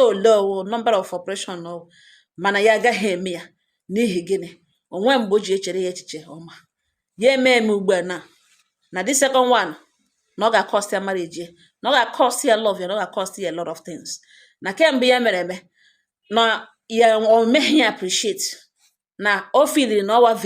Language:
Igbo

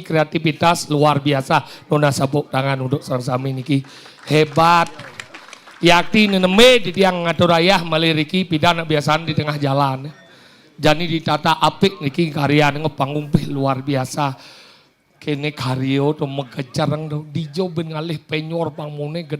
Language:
Balinese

